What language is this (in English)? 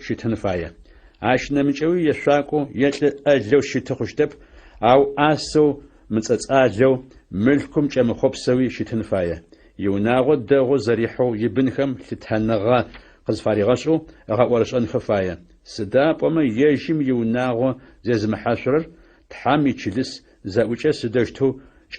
Adyghe